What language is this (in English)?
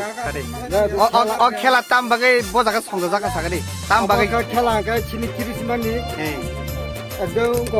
Kok Borok